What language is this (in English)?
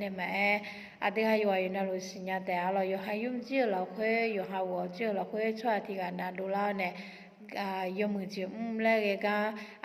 Akha